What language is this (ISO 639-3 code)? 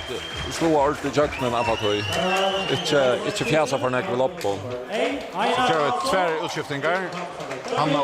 fao